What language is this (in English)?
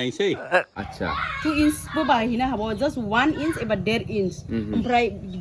Bodo